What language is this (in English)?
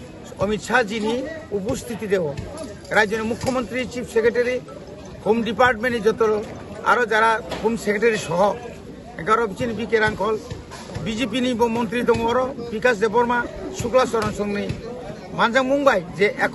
Kok Borok